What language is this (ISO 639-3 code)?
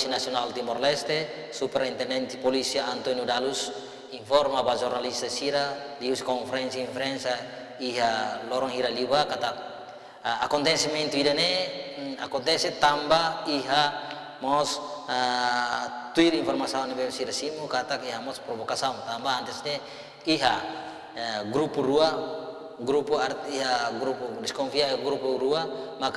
tet